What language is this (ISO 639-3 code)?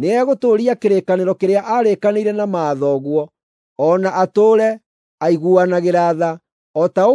kik